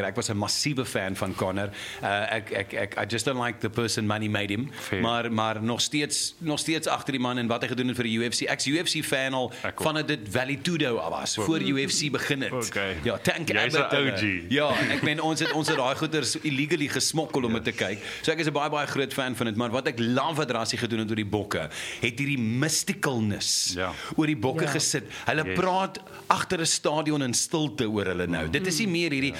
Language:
Afrikaans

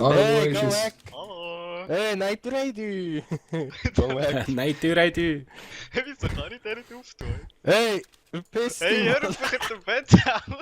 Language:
Swiss German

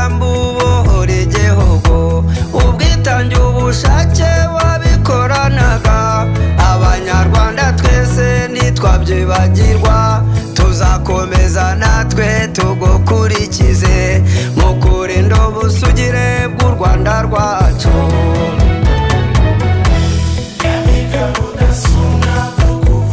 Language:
Kinyarwanda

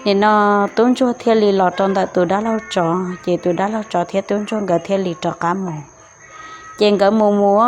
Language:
Hmong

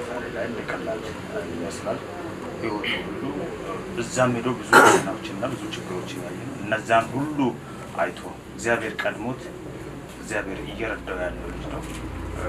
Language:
Amharic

